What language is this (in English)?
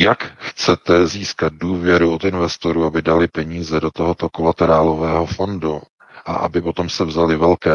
Czech